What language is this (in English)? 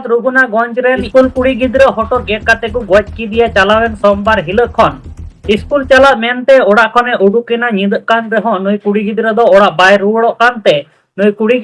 Santali